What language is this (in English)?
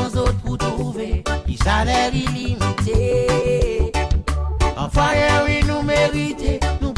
Seselwa Creole French